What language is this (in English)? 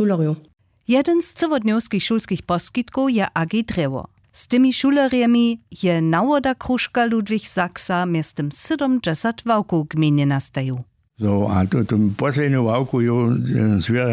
Upper Sorbian